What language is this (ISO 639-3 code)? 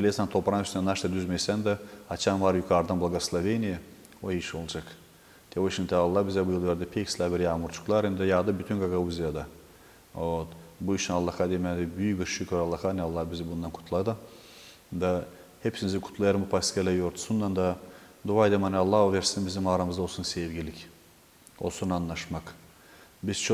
gag